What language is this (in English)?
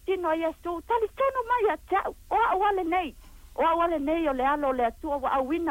Samoan